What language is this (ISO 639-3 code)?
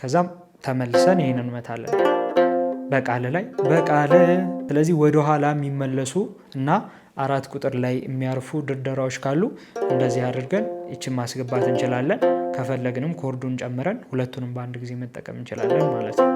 amh